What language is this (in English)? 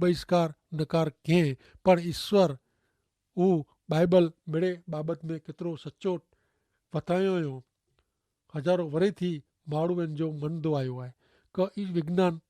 Kachhi